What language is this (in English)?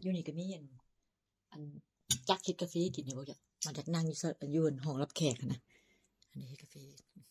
Northeastern Thai